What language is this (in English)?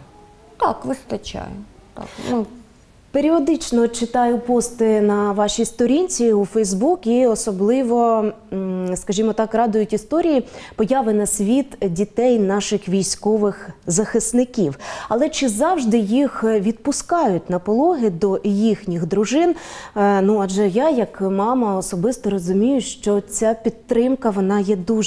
Ukrainian